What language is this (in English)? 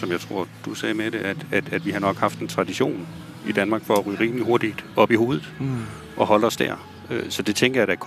Danish